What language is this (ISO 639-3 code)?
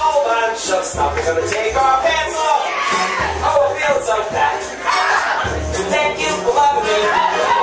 eng